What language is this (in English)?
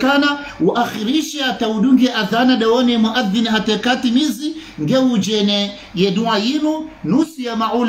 Swahili